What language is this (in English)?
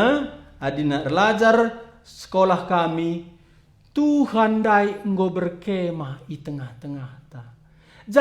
Batak Karo